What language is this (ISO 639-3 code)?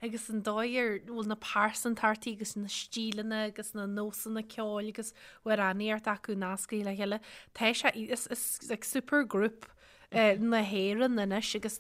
gle